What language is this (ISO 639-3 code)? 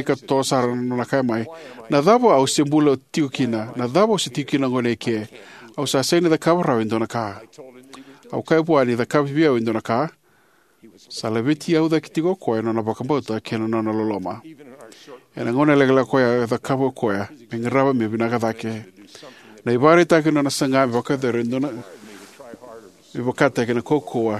fij